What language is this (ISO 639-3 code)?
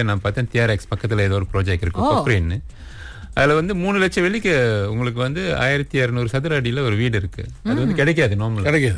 tam